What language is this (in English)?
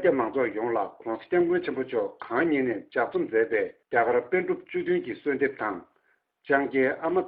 Tibetan